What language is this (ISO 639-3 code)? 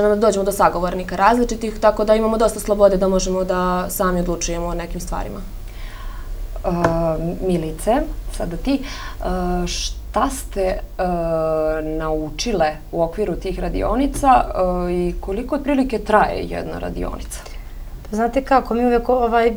srp